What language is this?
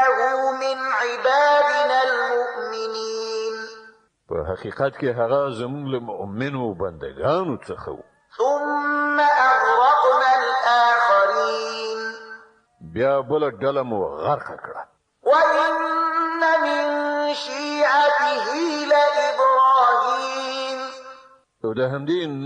Pashto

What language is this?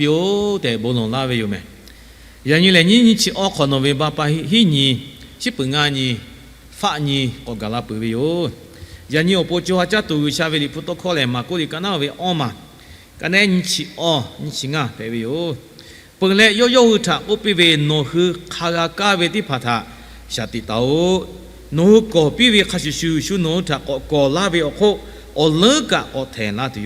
Lahu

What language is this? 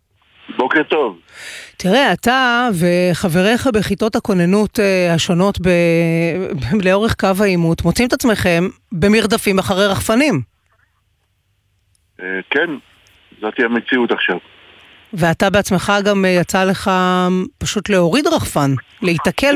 Hebrew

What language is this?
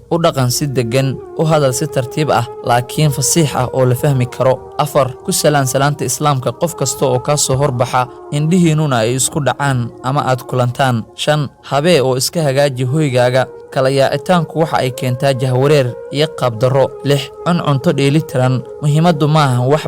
Somali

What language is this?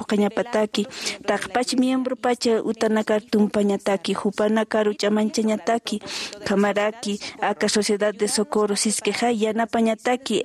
Aymara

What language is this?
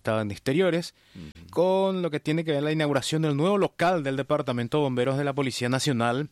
Spanish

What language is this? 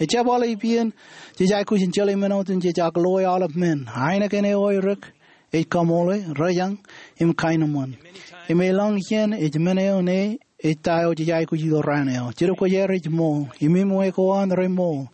Marshallese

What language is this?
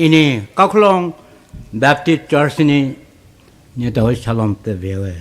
Poumei Naga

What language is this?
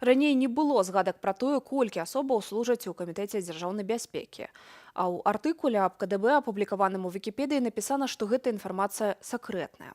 Belarusian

